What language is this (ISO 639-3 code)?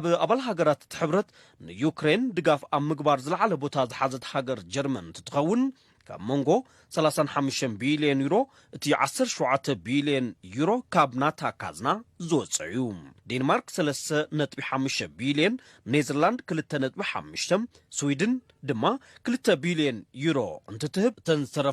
tir